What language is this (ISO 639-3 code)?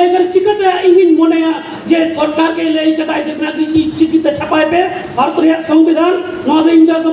sat